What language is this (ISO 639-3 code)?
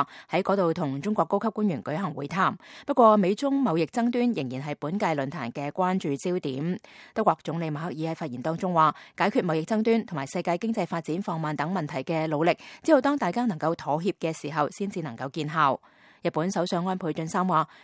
yue